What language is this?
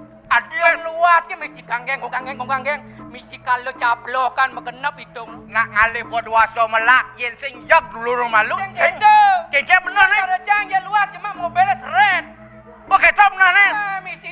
Balinese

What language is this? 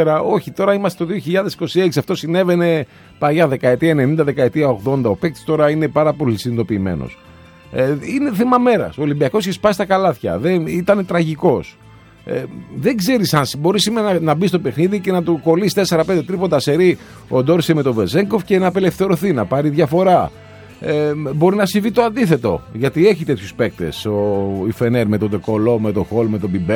Greek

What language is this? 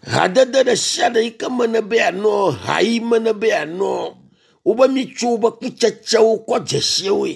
Ewe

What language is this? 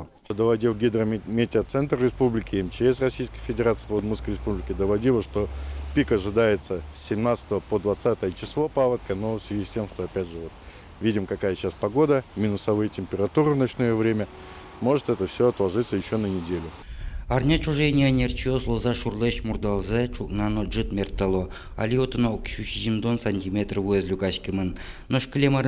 Udmurt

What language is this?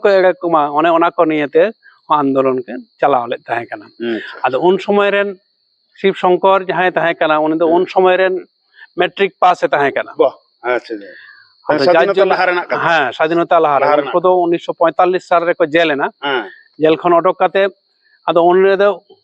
Santali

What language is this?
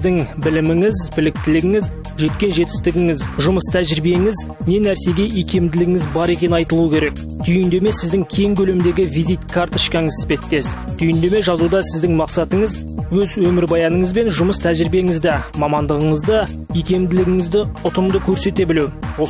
Kazakh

